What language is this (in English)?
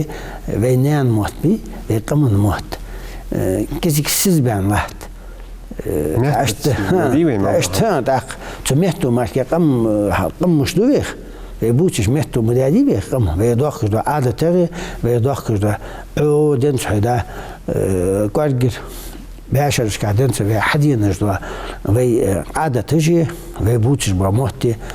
Ingush